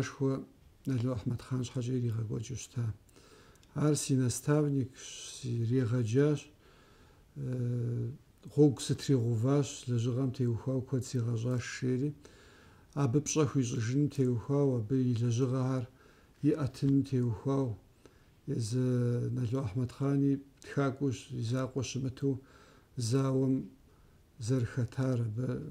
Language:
Kabardian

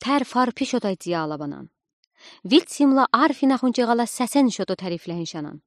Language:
Udi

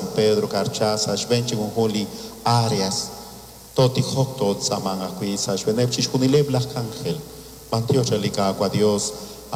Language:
Kekchí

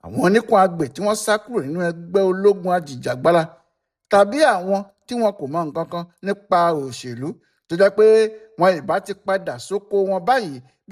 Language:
Yoruba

